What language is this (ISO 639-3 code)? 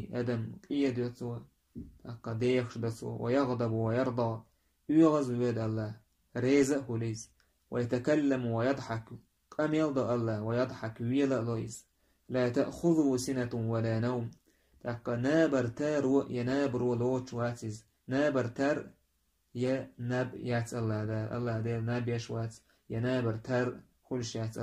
che